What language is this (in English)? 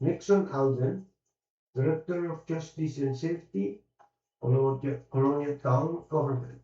Pohnpeian